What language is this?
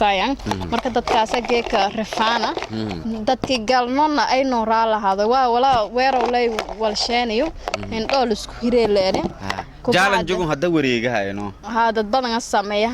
Somali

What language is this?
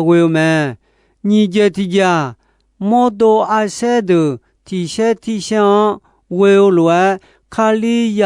Akha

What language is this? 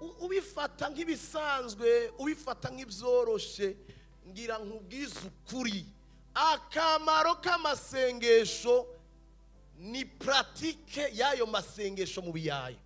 Rundi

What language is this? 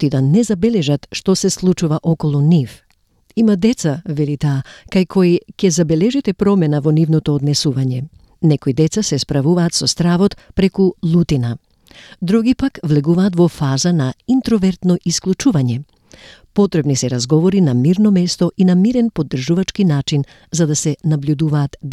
Macedonian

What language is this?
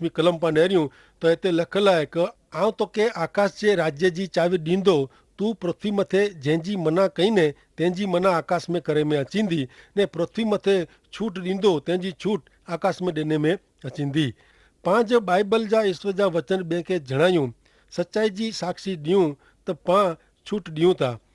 Kachhi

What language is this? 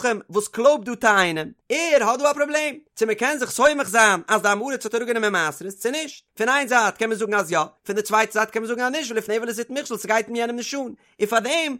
Yiddish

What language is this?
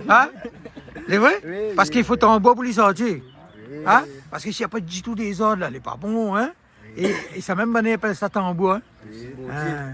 Réunion Creole French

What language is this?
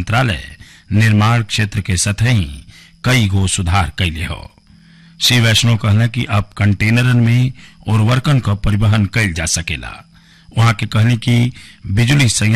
Bhojpuri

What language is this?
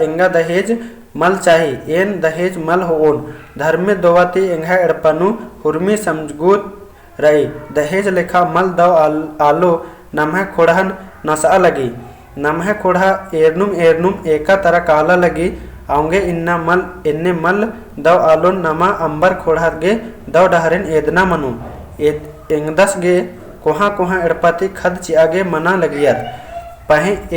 Kurukh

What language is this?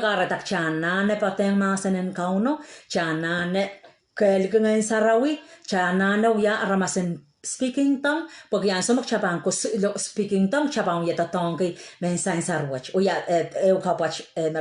Pohnpeian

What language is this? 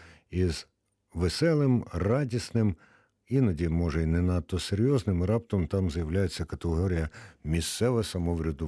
Ukrainian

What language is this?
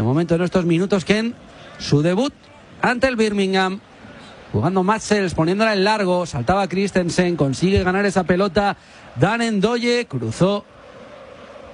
Spanish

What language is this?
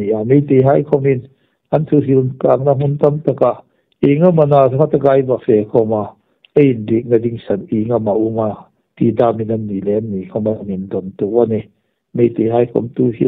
Hmar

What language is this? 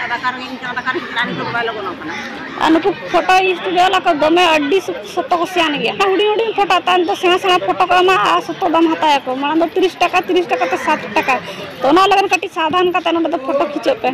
Santali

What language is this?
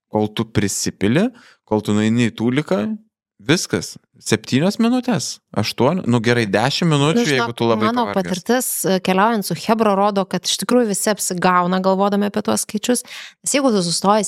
Lithuanian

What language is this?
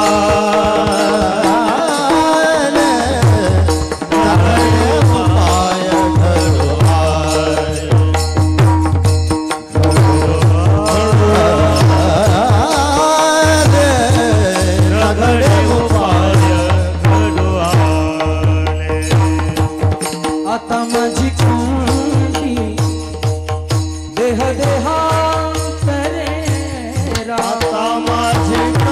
Marathi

